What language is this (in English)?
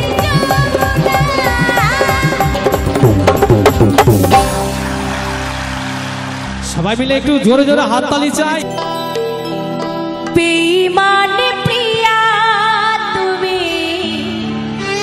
Bangla